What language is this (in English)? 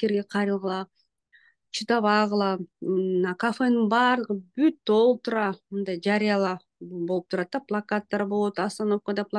Kyrgyz